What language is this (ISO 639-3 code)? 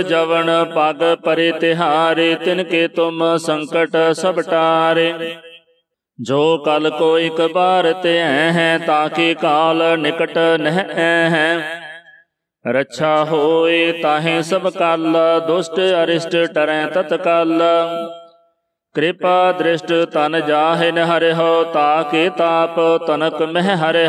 pan